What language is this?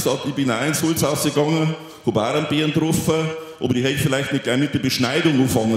Bavarian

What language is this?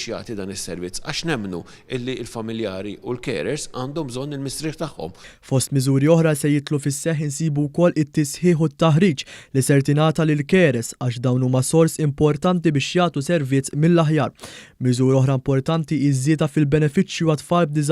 Maltese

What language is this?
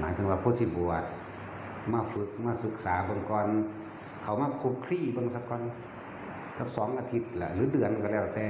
Northeastern Thai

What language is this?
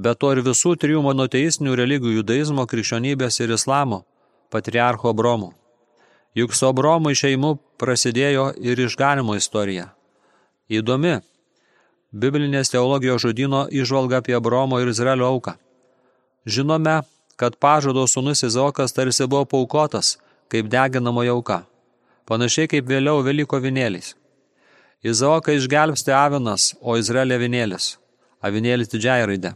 Lithuanian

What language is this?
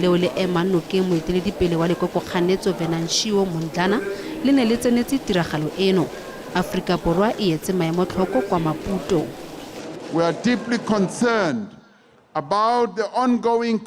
Tswana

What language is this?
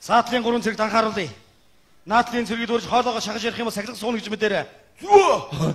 Mongolian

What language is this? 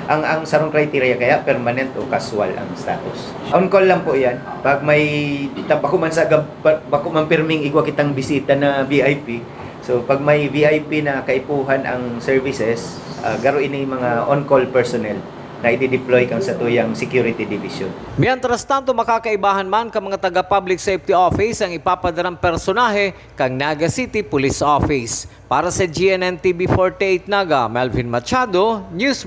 Bikol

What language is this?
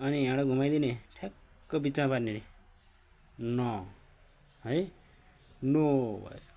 Nepali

